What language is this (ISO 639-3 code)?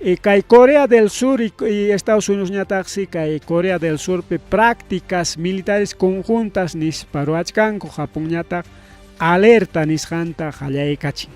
quy